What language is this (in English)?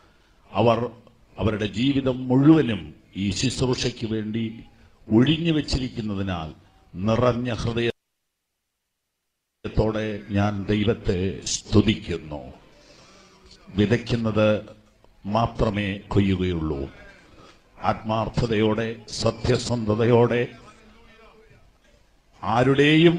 Malayalam